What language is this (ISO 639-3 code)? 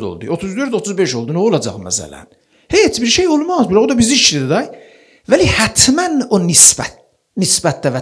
aze